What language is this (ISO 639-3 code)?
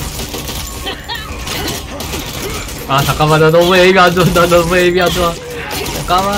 kor